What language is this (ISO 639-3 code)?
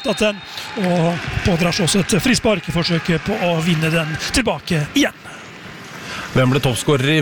nor